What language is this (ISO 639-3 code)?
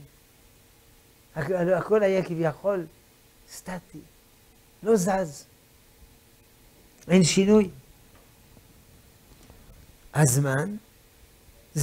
heb